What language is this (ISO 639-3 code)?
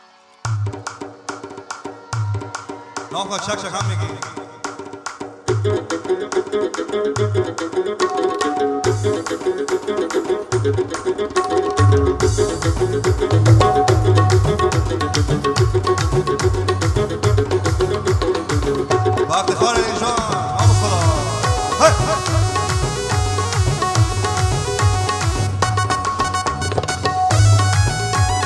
fas